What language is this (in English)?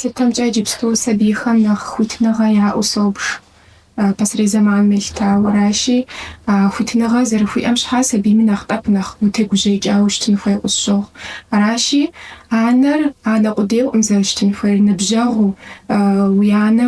Kabardian